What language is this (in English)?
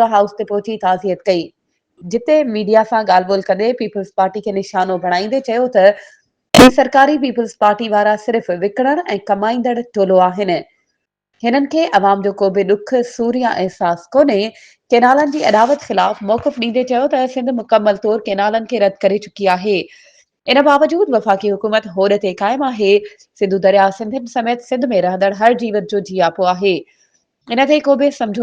Sindhi